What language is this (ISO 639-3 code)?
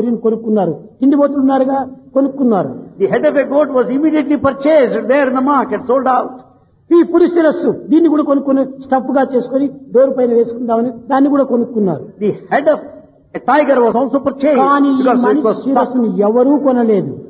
tel